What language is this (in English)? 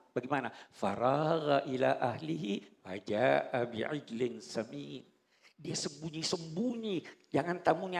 Indonesian